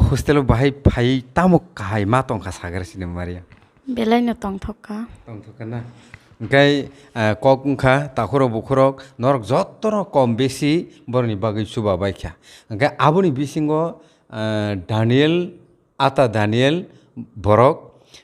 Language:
Kok Borok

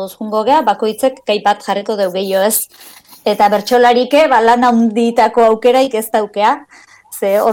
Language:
Basque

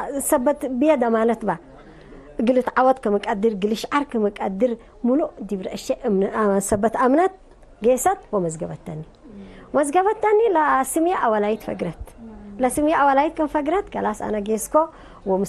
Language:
Tigre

